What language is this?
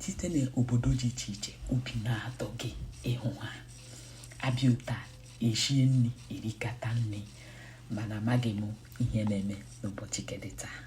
Igbo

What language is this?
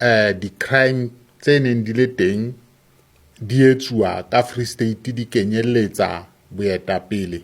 Southern Sotho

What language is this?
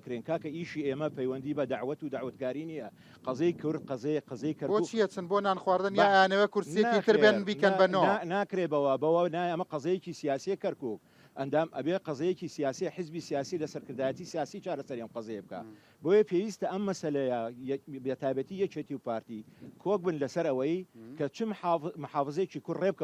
Central Kurdish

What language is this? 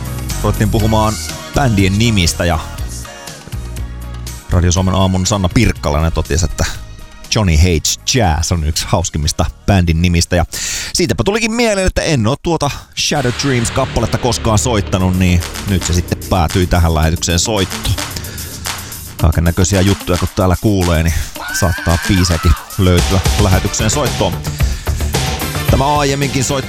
Finnish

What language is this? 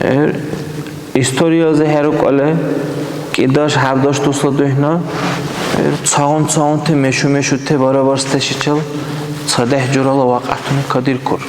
Dargwa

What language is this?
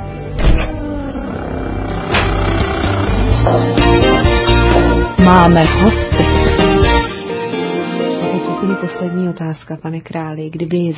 Czech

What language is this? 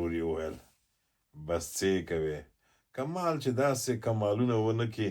Pashto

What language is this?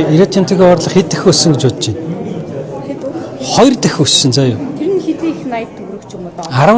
Mongolian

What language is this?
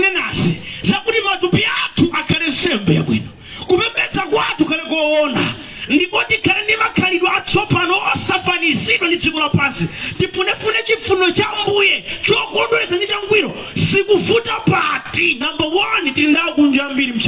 Nyanja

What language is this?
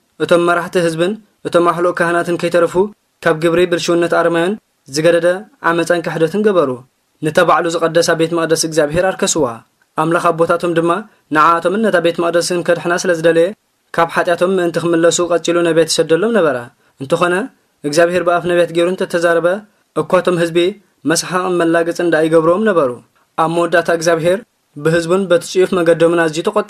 Tigrinya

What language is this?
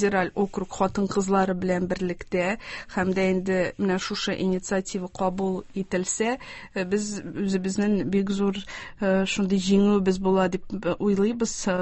Tatar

